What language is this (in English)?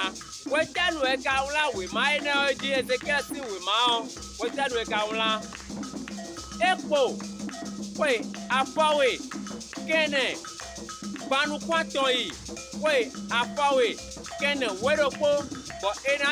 Fon